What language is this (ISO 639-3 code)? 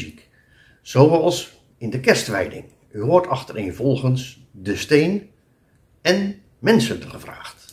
nld